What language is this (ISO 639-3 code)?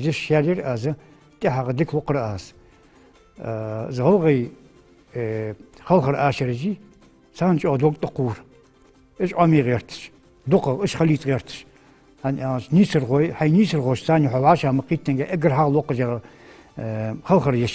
inh